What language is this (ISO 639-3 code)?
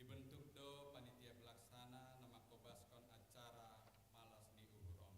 bts